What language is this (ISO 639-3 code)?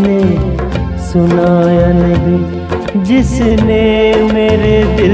hin